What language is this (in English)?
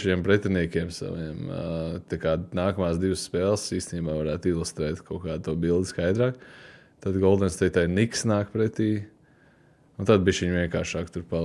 Latvian